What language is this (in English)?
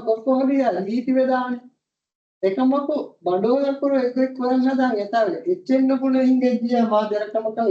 Divehi